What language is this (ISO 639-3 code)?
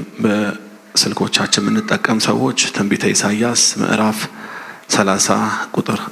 amh